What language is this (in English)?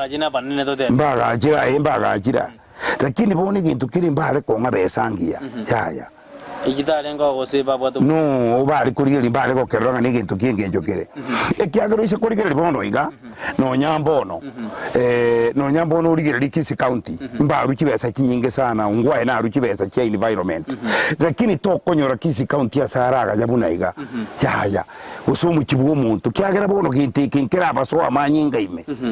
Gusii